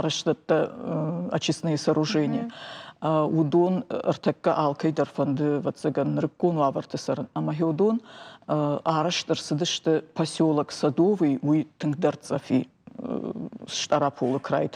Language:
Ossetic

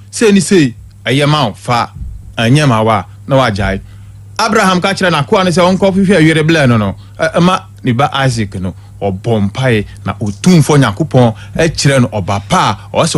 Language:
Akan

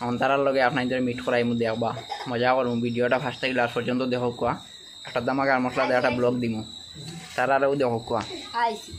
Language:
Sylheti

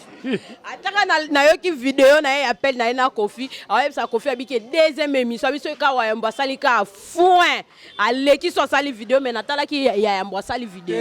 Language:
Lingala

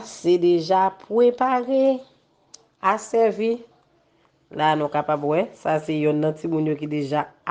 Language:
Haitian Creole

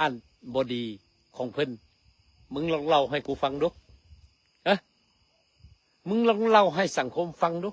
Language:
Lao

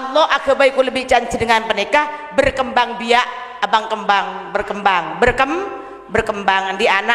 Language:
Madurese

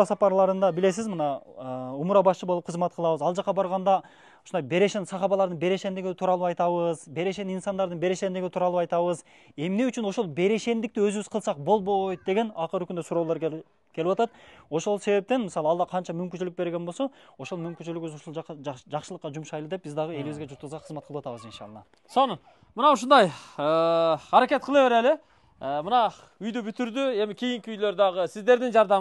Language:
Kyrgyz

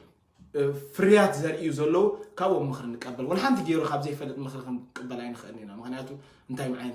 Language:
Tigrinya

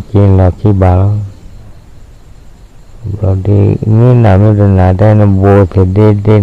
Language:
S'gaw Karen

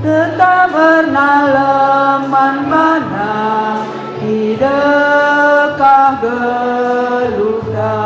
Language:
Batak Karo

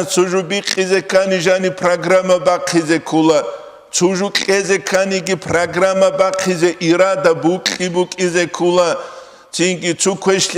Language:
Avaric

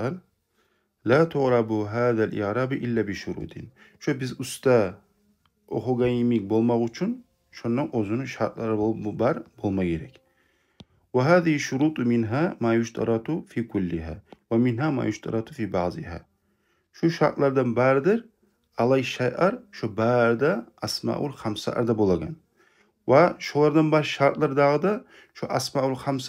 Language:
Kumyk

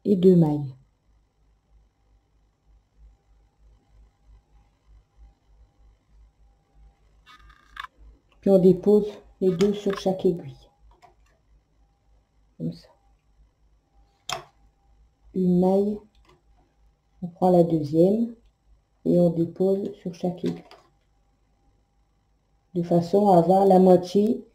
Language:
French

